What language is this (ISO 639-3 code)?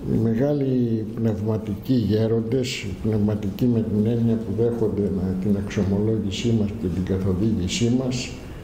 ell